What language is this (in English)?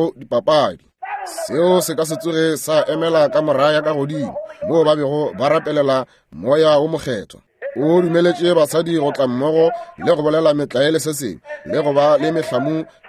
Northern Sotho